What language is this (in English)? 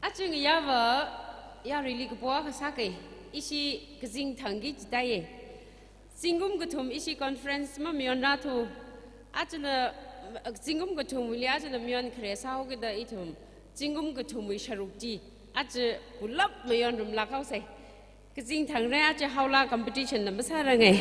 Tangkhul Naga (India)